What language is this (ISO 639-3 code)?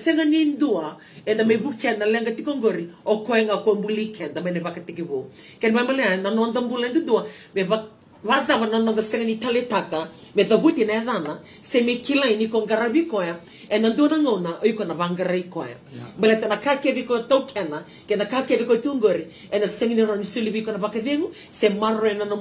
fij